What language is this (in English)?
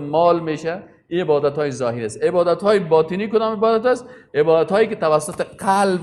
Persian